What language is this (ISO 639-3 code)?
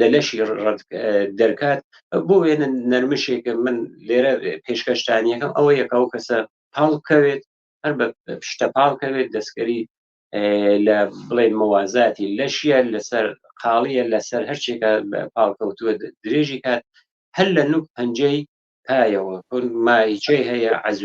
ckb